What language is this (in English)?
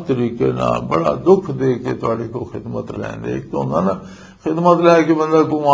Western Panjabi